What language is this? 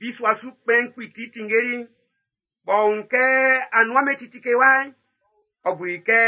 Baoulé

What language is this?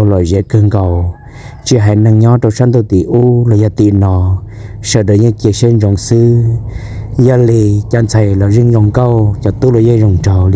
Hmong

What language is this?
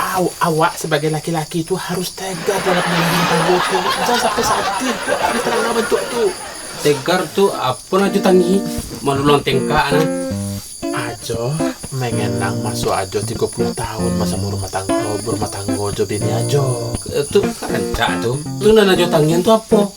Minangkabau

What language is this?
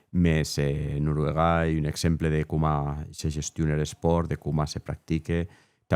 Occitan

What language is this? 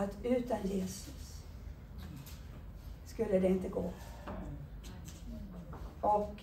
Swedish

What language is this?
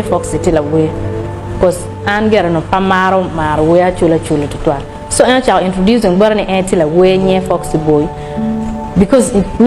Acoli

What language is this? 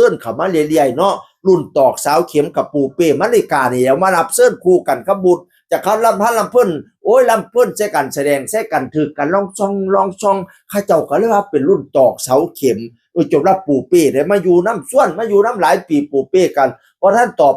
Northeastern Thai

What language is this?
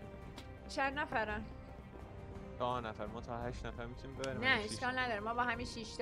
Persian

